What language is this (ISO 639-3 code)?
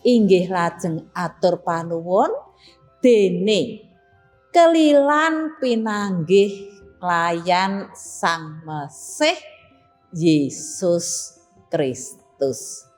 jav